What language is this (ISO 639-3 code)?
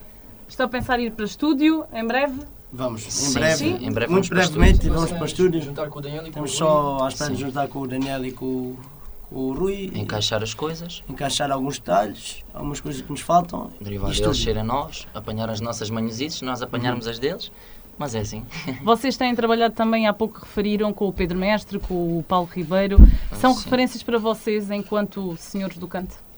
por